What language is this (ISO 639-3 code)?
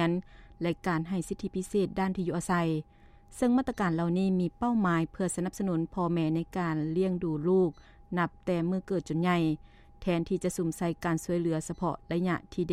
lao